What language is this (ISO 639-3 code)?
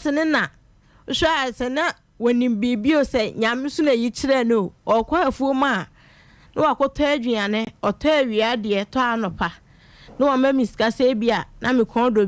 aka